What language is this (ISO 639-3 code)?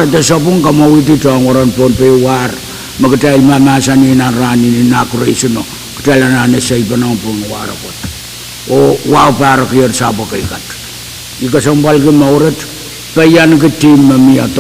pon